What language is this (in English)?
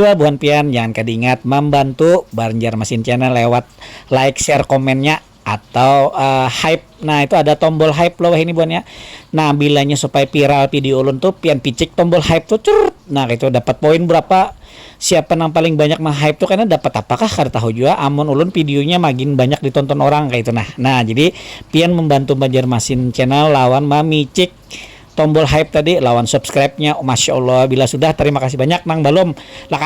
Banjar